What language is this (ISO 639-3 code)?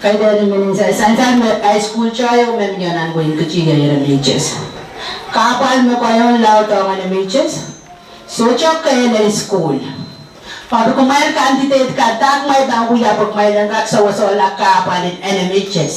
pon